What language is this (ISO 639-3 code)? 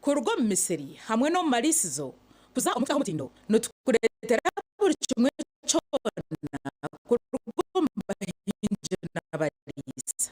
nyn